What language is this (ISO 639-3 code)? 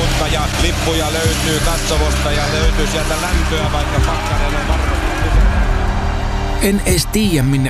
fin